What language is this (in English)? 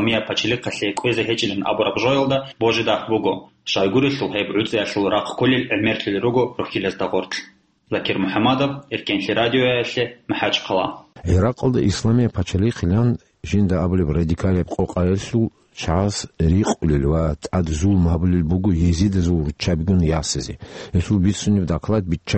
Avaric